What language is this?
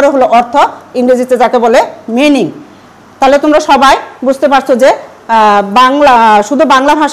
Bangla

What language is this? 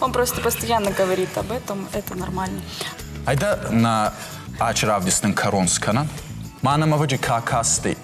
Ossetic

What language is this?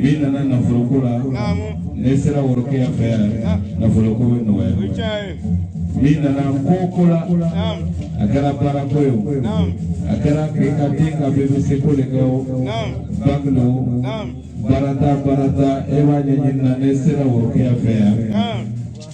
Bambara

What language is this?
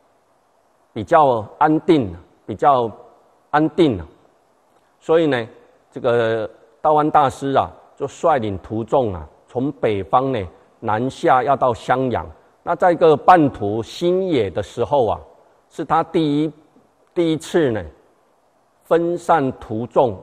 Chinese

